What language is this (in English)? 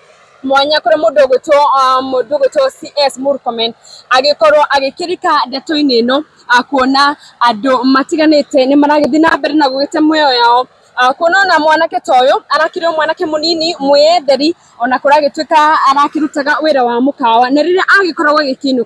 Kikuyu